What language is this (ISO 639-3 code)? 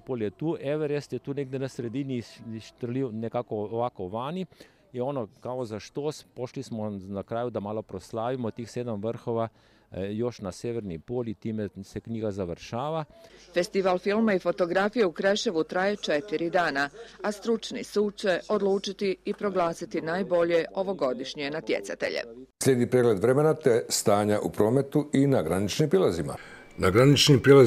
hrv